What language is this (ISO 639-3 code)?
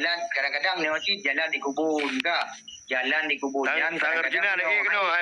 ace